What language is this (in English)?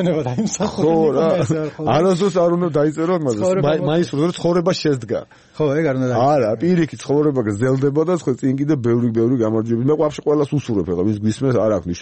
Georgian